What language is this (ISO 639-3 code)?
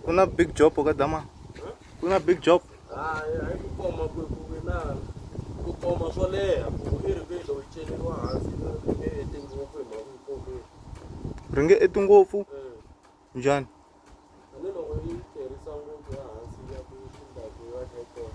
tso